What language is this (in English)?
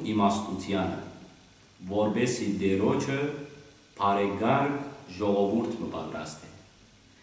Western Armenian